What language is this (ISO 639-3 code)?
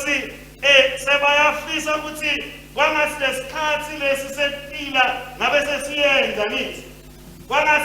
ssw